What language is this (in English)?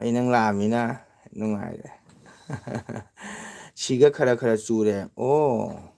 Manipuri